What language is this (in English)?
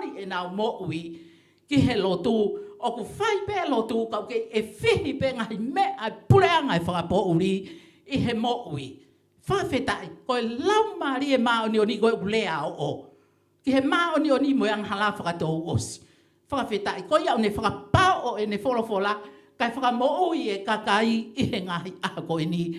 Tongan